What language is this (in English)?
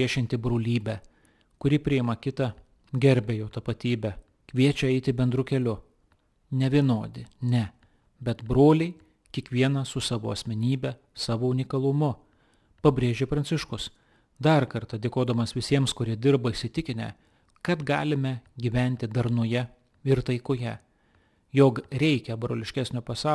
Lithuanian